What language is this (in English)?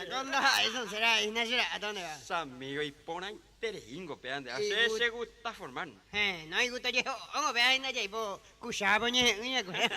Guarani